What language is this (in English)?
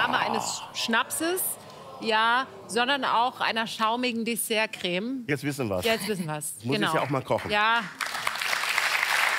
German